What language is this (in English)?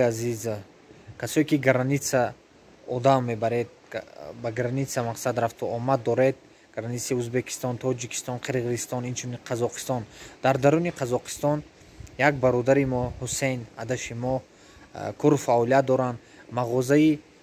Tajik